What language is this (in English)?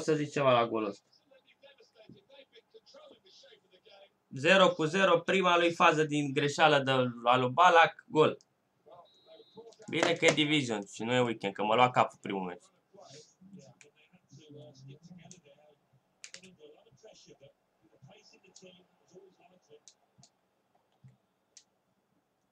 Romanian